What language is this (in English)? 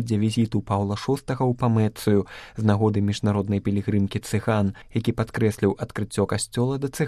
Belarusian